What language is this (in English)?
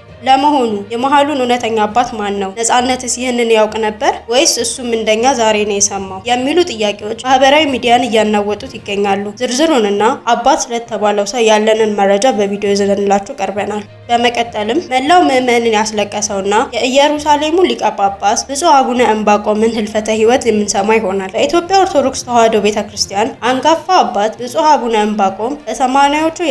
Amharic